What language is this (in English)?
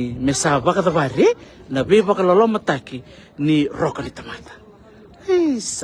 Fijian